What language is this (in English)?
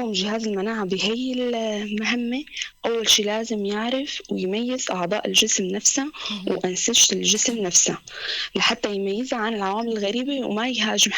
North Levantine Arabic